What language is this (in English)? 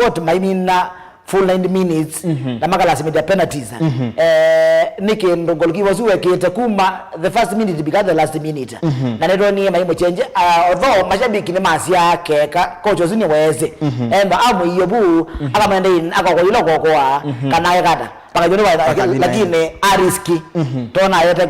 Kamba